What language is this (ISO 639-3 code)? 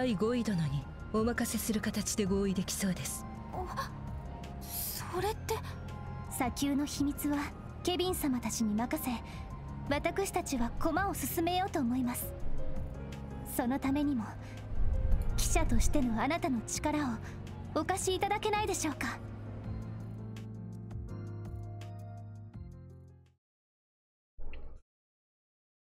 jpn